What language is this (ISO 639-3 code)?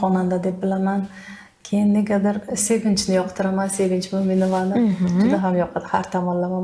uzb